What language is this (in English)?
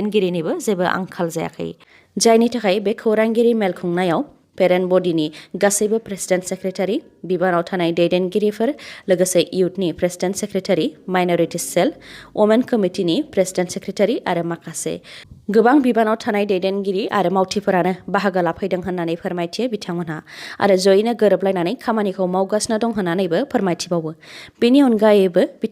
Bodo